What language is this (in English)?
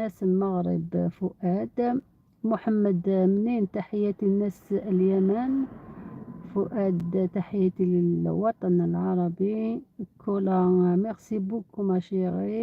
Algerian Arabic